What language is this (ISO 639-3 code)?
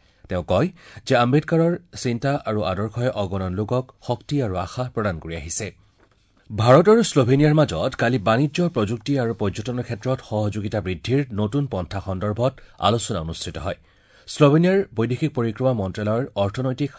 asm